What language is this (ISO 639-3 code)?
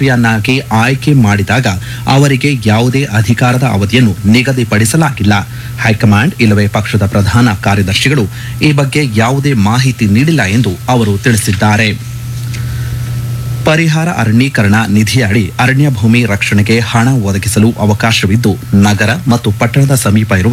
kan